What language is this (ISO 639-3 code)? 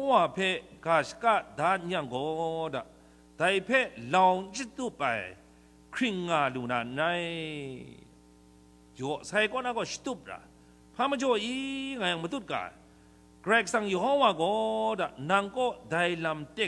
kac